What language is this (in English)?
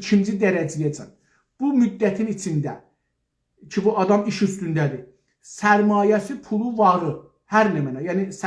South Azerbaijani